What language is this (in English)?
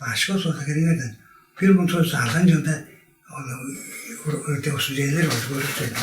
Tuvinian